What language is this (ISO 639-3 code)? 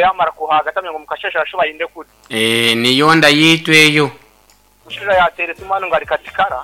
nyn